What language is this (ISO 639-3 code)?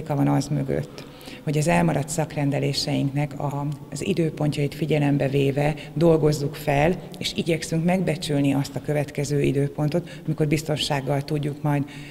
hun